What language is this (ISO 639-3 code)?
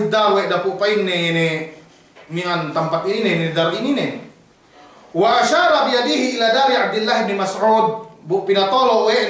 yka